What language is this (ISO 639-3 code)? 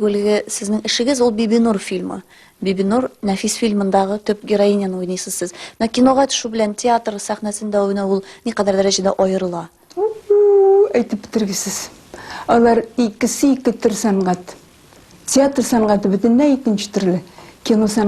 tat